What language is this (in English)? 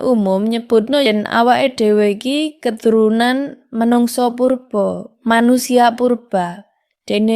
Javanese